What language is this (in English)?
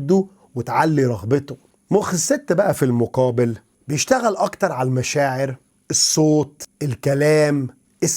Egyptian Arabic